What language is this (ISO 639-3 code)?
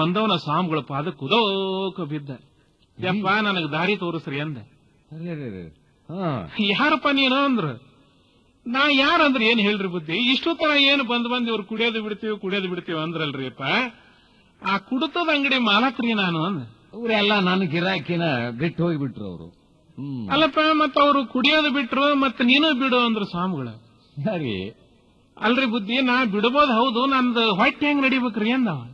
kan